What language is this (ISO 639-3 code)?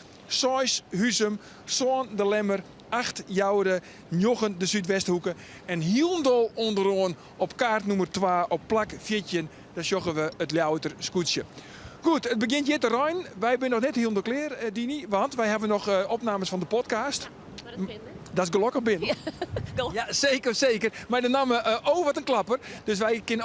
fry